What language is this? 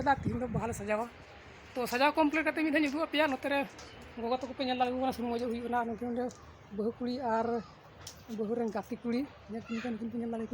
Santali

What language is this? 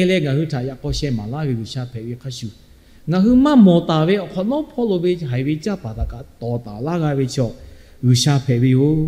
Lahu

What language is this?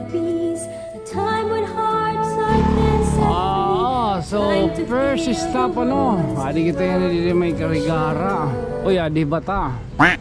Waray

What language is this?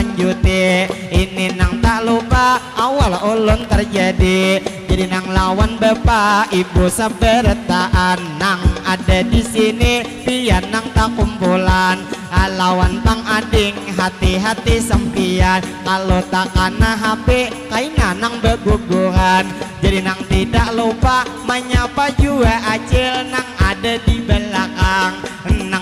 Banjar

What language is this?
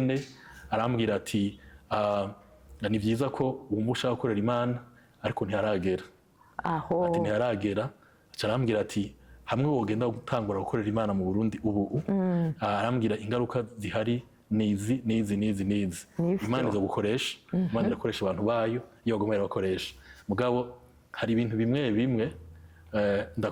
Rundi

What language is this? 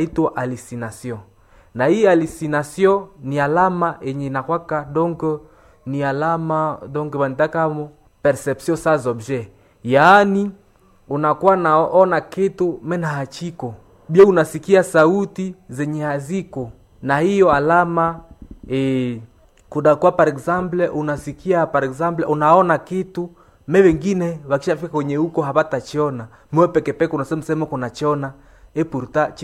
Swahili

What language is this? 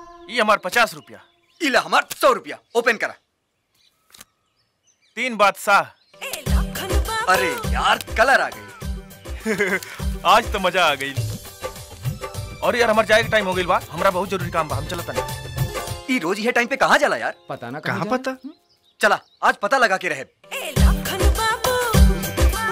Bhojpuri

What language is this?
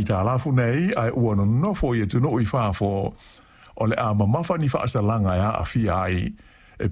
Samoan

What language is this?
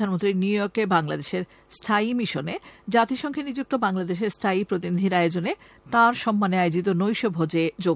Bangla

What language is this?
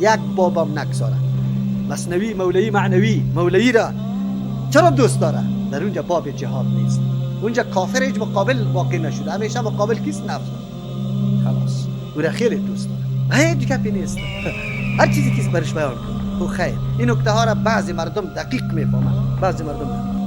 Persian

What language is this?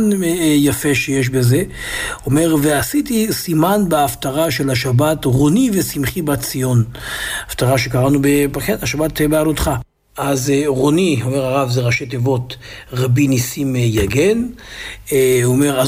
Hebrew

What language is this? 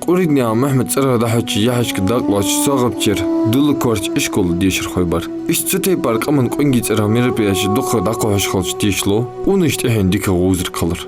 Ingush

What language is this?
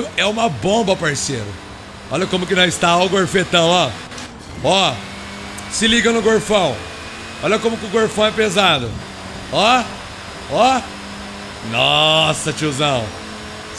Portuguese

